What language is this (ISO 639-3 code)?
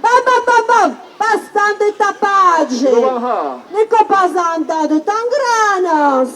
oci